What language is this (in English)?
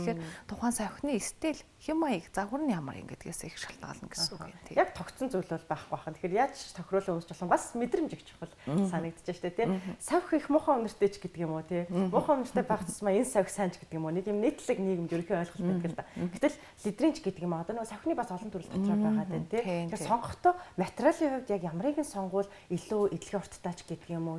Mongolian